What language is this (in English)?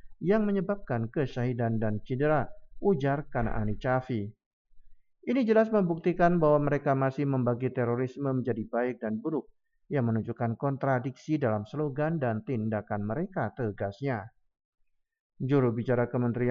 Indonesian